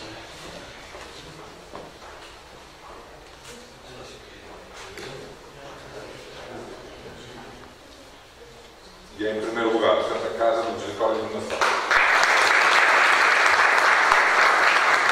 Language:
Portuguese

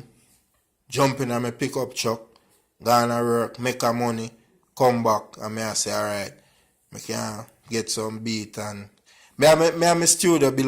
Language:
Jamaican Creole English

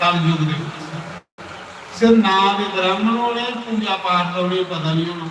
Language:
Dogri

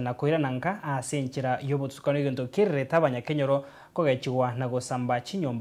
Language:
Gusii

